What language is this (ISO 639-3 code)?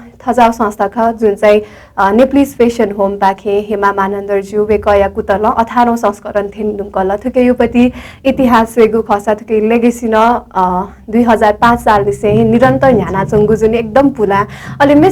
new